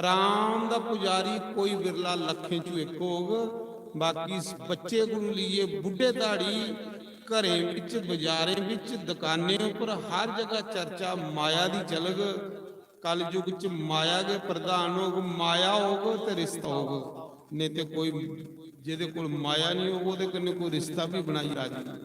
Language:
Dogri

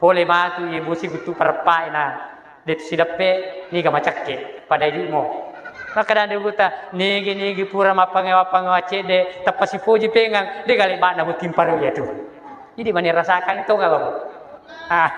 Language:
Buginese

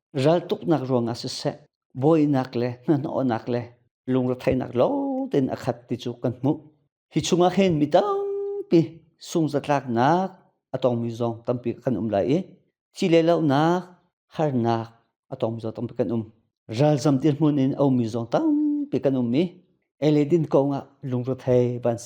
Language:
Hakha Chin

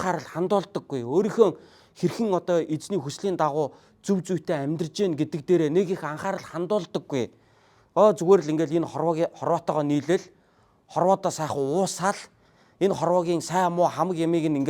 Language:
Mongolian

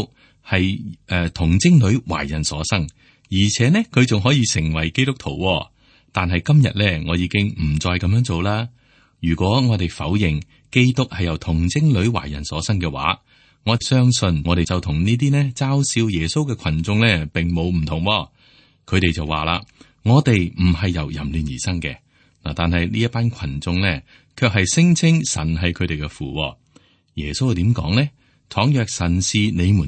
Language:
Cantonese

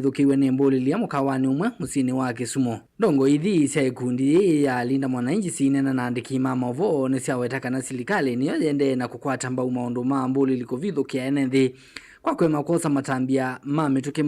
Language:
Kamba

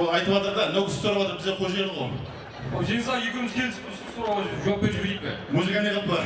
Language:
Kara-Kalpak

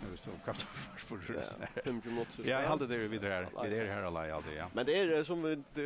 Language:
Faroese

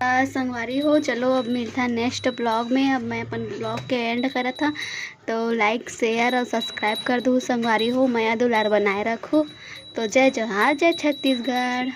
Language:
Chhattisgarhi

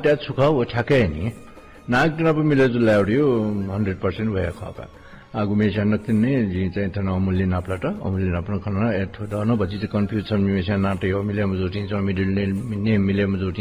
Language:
Newari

